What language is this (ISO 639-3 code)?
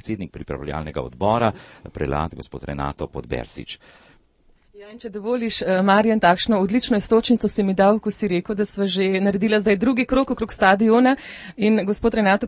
slv